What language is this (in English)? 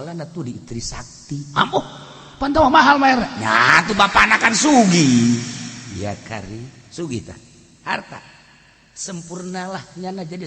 Sundanese